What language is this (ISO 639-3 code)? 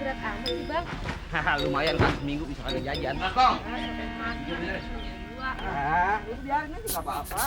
bew